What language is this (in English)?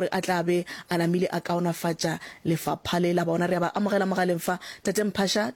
Northern Sotho